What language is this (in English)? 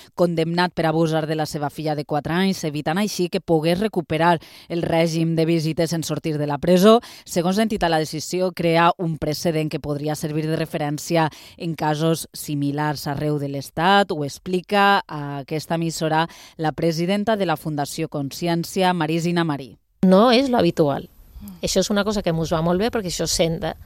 Catalan